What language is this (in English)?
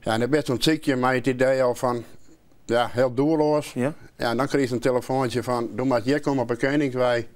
Western Frisian